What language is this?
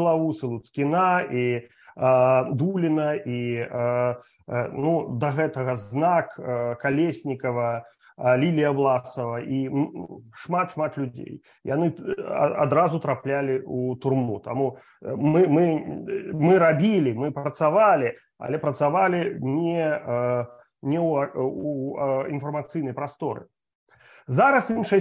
Belarusian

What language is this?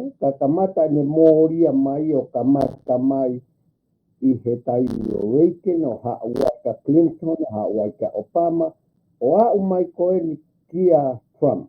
Tongan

